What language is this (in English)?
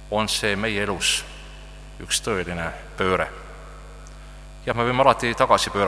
Estonian